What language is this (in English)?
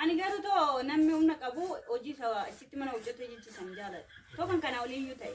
Oromo